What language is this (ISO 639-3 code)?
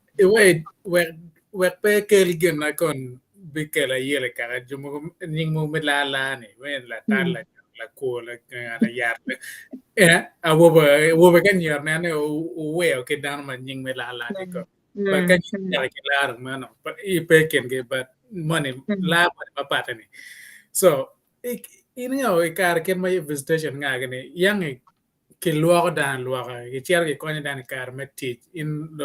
ach